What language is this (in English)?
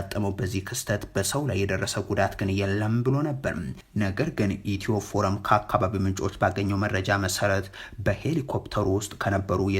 Amharic